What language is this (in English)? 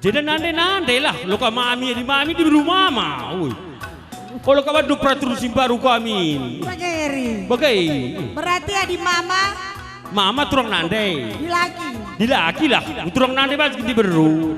Batak Karo